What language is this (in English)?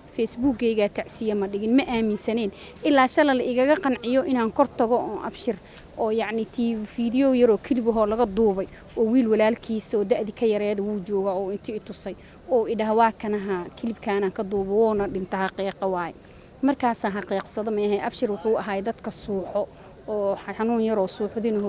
Somali